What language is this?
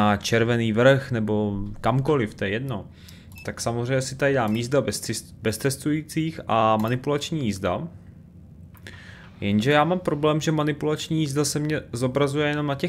Czech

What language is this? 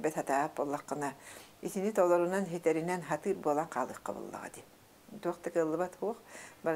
Yakut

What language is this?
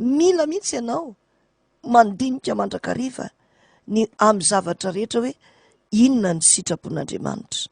Malagasy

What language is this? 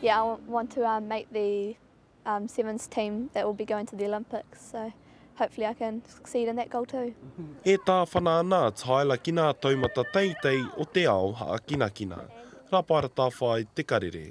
Māori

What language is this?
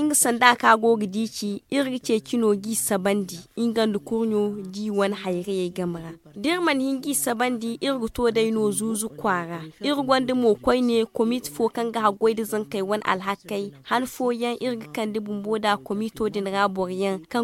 Zarma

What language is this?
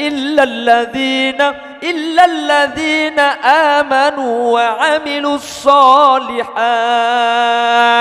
Madurese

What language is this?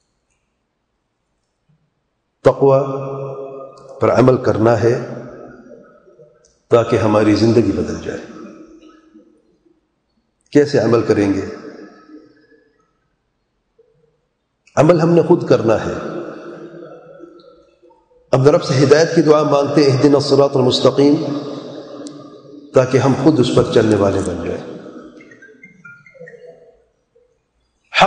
Urdu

